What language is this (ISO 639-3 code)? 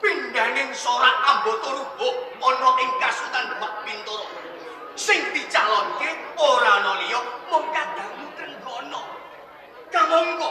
jav